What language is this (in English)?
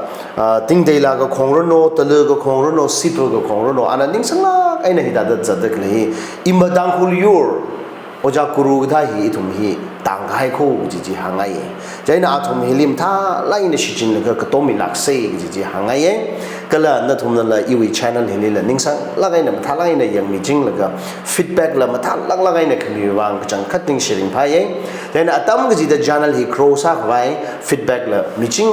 Tangkhul Naga (India)